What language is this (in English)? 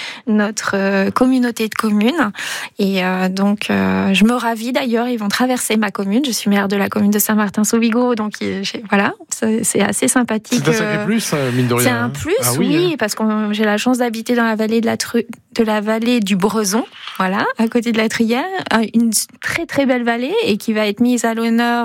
French